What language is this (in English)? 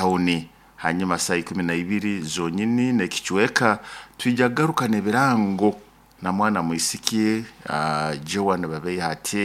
Nyoro